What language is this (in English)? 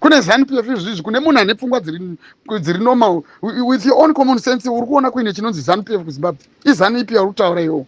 Shona